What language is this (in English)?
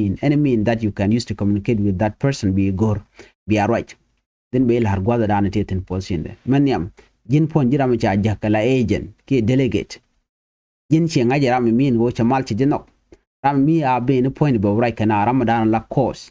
Nuer